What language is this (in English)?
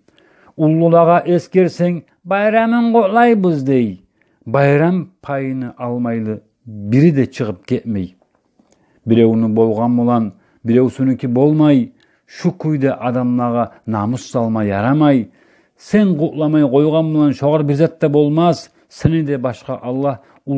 Kumyk